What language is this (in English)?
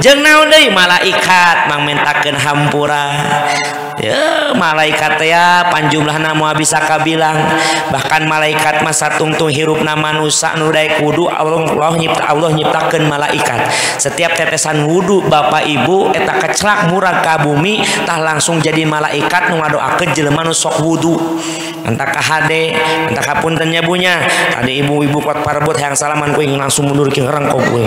Sundanese